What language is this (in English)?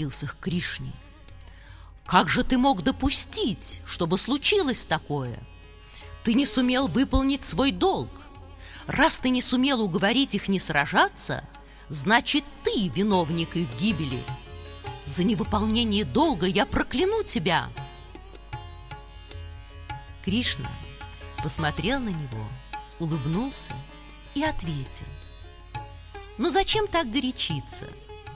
Russian